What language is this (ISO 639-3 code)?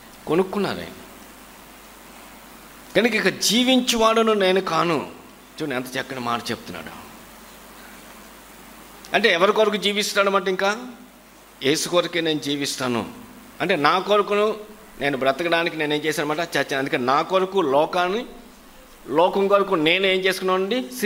tel